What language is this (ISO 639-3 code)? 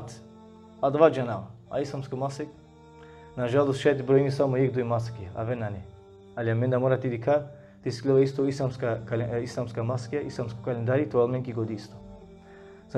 rmn